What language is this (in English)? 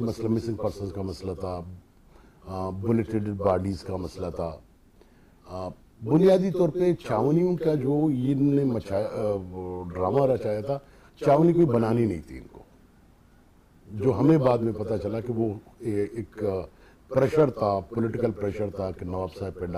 Urdu